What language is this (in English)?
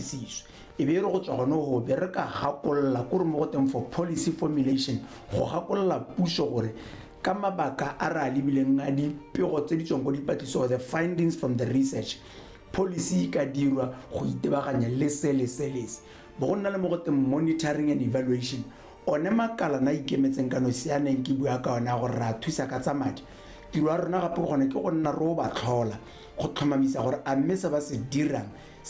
Tswana